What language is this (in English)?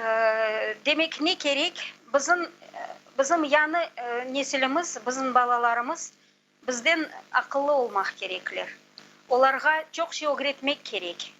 Crimean Tatar